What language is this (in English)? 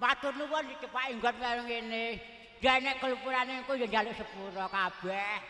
Javanese